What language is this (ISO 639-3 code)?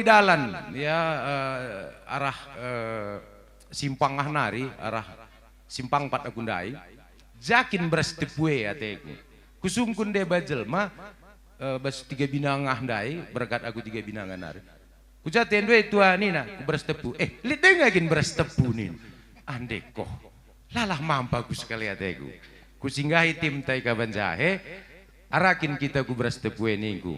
btx